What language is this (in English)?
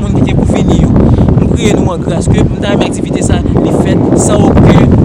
Haitian Creole